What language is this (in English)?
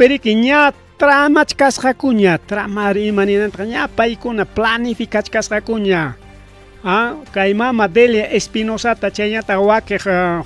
Ayacucho Quechua